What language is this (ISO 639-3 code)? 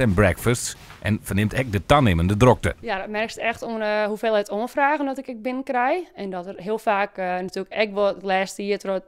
fry